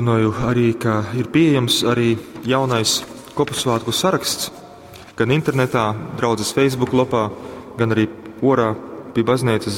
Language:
Latgalian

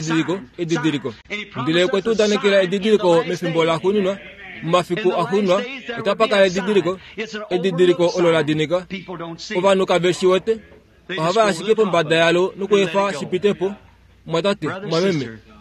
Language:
Kuanyama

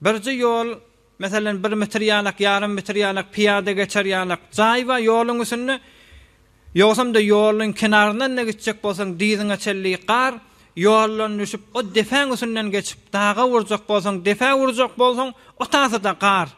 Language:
Turkmen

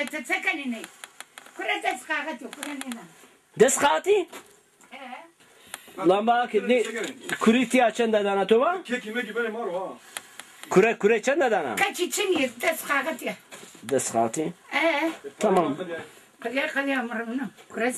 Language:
Zaza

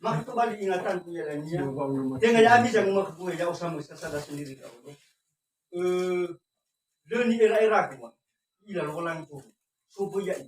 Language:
Nias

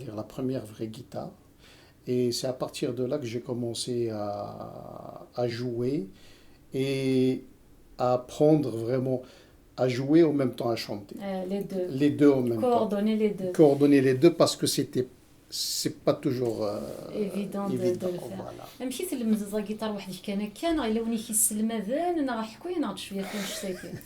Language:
Kabyle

